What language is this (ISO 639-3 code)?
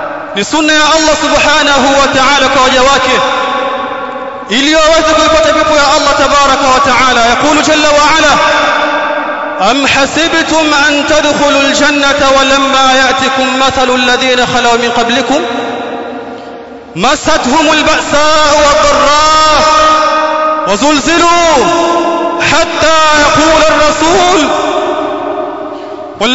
swa